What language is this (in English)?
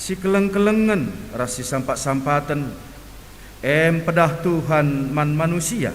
Batak Karo